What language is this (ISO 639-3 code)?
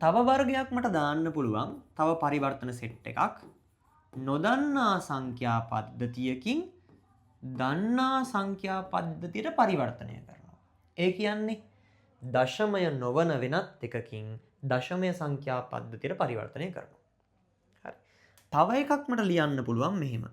sin